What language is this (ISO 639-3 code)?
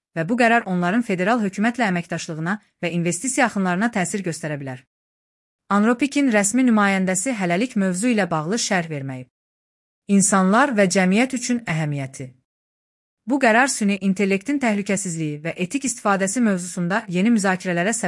aze